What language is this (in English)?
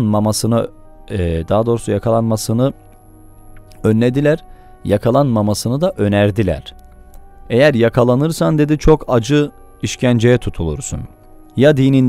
Turkish